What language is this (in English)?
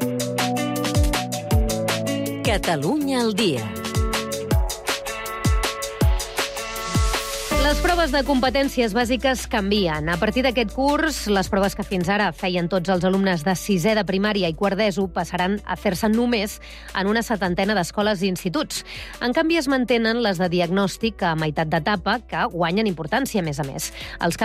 Catalan